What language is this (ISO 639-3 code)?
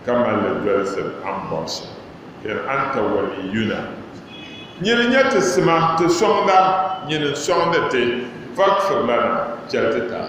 dag